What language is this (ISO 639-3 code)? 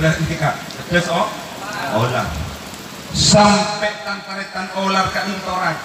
mad